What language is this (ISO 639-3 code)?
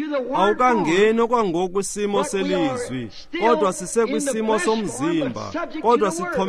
xho